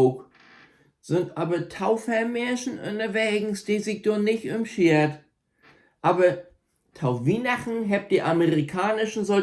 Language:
Low German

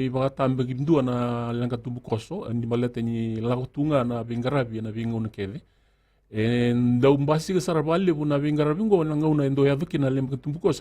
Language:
Fijian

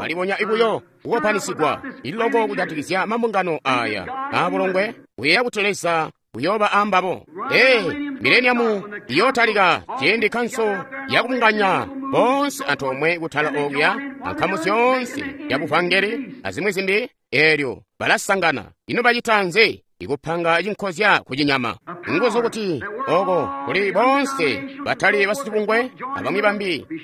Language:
Tonga (Zambia)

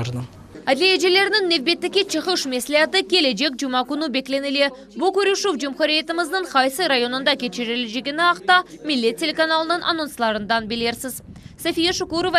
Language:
Crimean Tatar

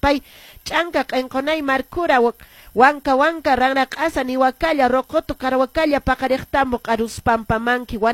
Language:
Quechua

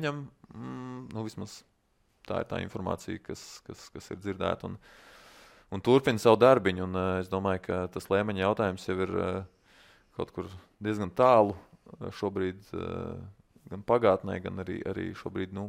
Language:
Latvian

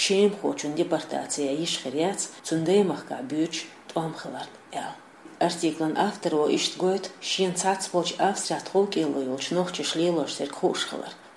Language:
Chechen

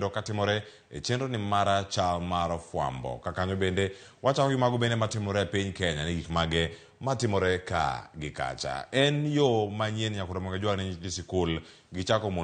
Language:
Luo (Kenya and Tanzania)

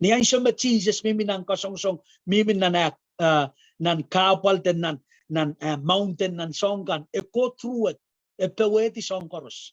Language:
Pohnpeian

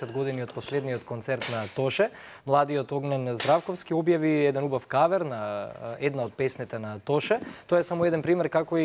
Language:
Macedonian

